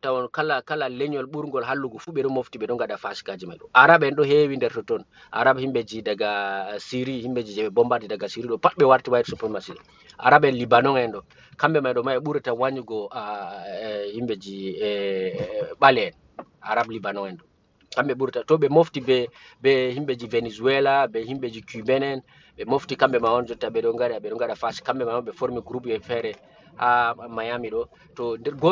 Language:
Fula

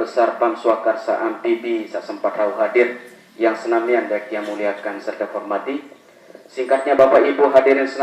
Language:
Sasak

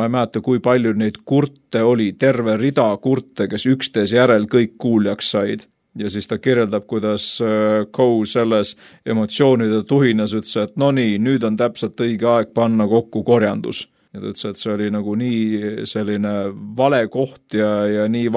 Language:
Estonian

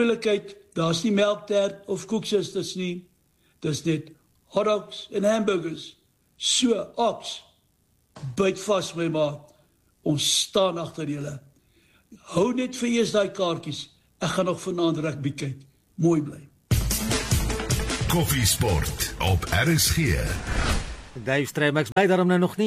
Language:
Afrikaans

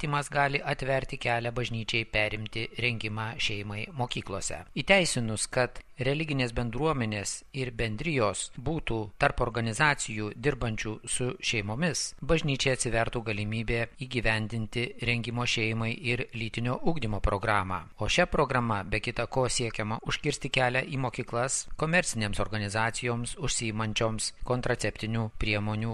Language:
Lithuanian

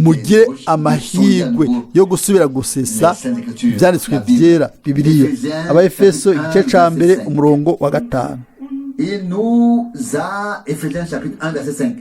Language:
Rundi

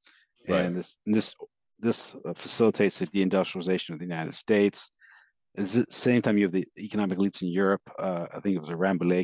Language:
English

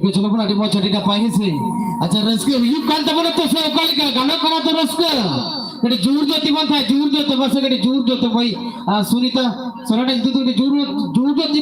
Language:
Santali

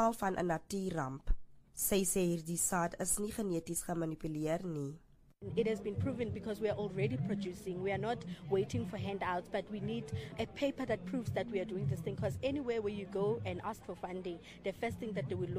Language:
Afrikaans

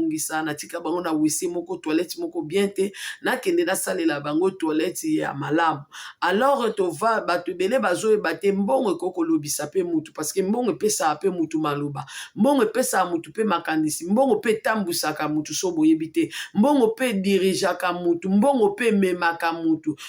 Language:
Lingala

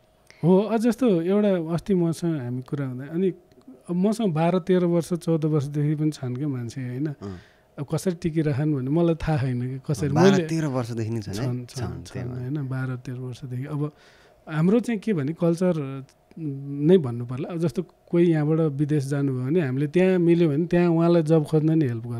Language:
Nepali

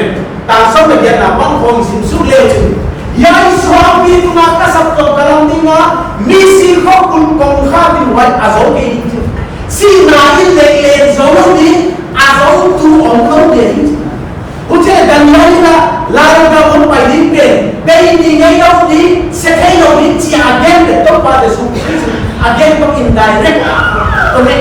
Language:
Paite Chin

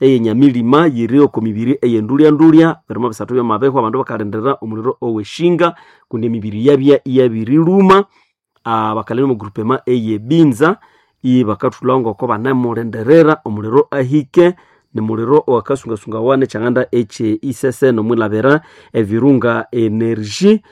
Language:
Nande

